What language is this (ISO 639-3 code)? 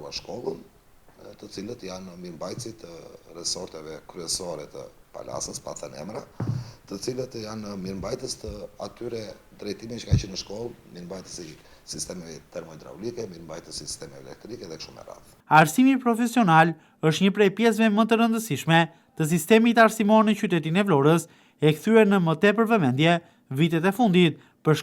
sqi